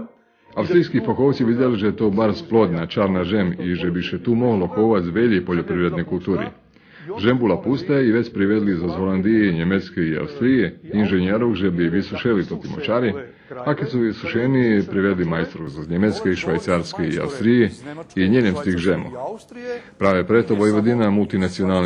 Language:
Rusyn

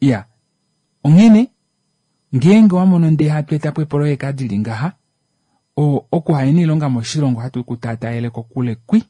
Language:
Kuanyama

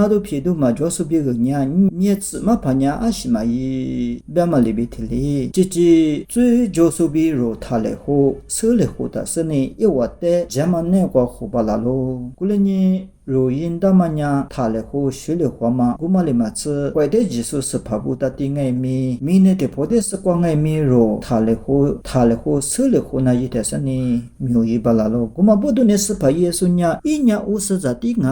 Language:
Lisu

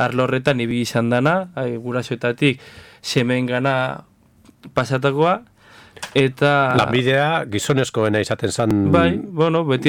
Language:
Basque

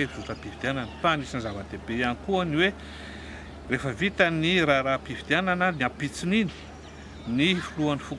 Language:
Malagasy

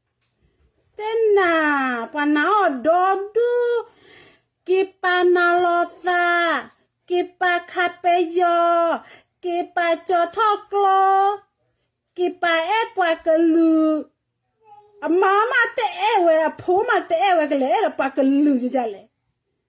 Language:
S'gaw Karen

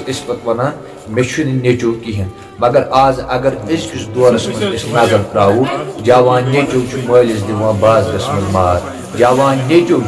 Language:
Kashmiri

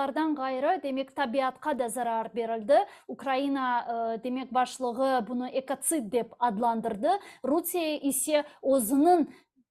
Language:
Crimean Tatar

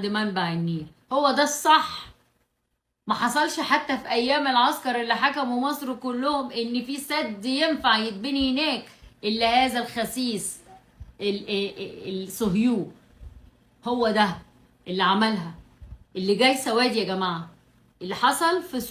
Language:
Egyptian Arabic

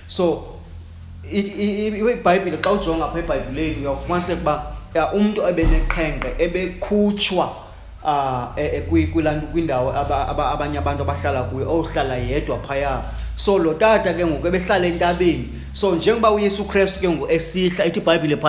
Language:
Xhosa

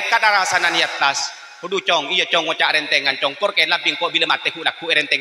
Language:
Madurese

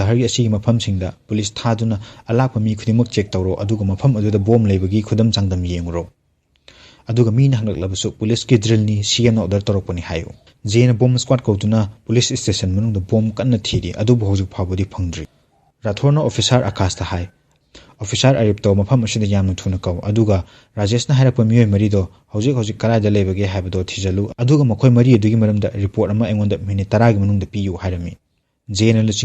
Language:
Manipuri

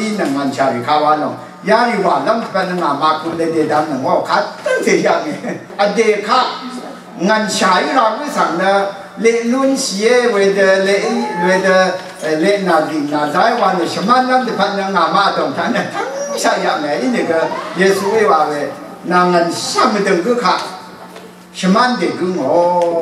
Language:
Rawang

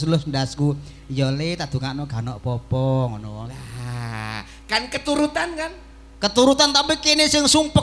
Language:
Javanese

